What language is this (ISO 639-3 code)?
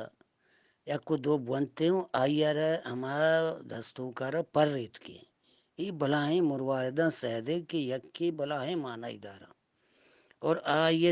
bgp